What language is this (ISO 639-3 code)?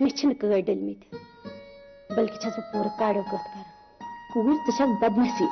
kas